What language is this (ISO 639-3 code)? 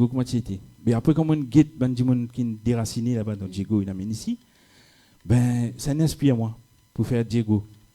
mfe